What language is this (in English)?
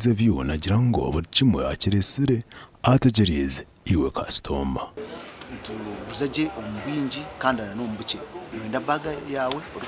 Nyankole